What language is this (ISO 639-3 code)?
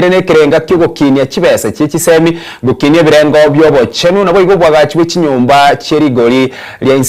guz